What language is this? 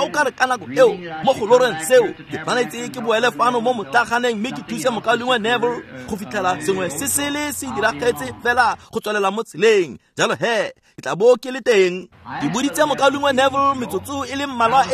Tswana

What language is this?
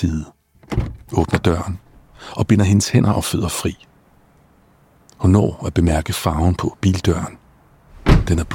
Danish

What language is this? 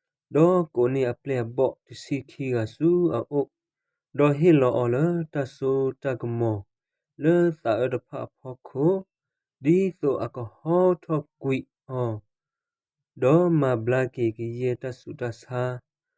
S'gaw Karen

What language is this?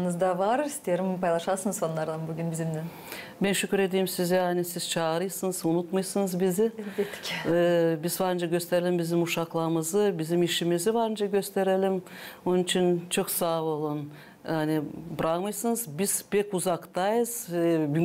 Gagauz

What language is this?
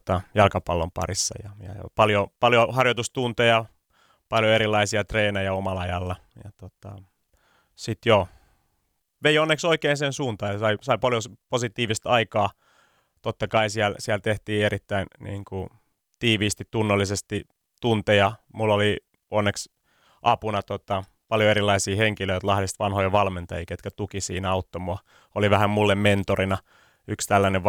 Finnish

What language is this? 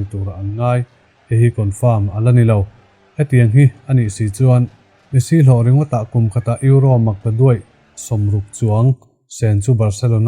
Mizo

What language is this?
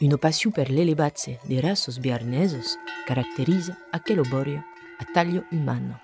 Occitan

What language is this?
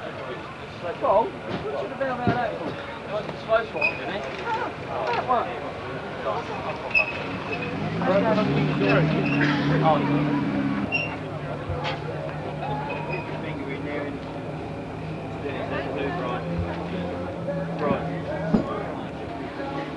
Dutch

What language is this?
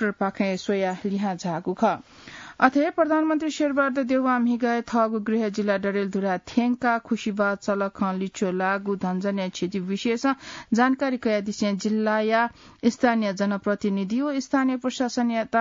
Newari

